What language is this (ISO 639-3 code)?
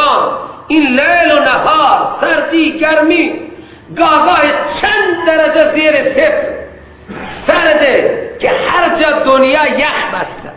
fas